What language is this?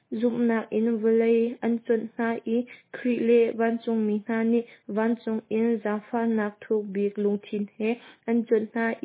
Hakha Chin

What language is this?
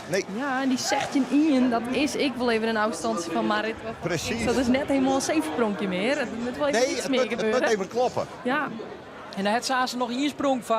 Western Frisian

